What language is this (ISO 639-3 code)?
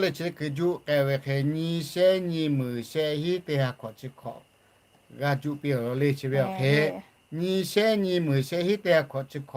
lhu